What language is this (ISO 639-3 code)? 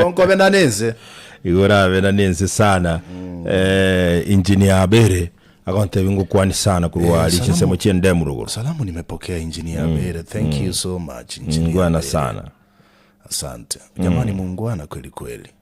guz